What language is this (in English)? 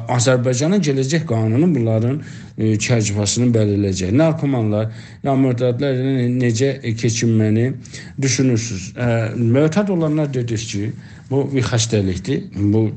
South Azerbaijani